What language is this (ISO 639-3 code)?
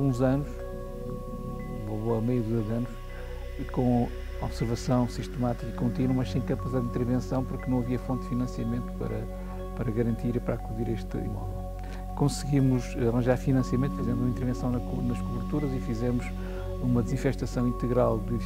por